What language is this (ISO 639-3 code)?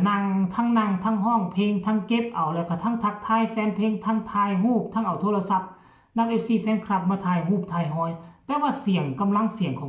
tts